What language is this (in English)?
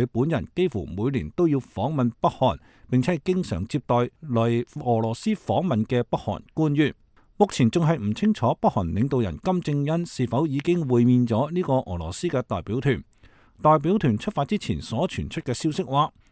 Cantonese